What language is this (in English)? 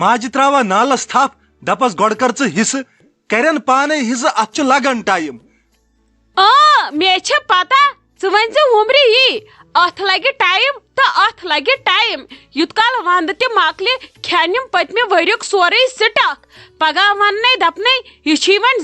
Kashmiri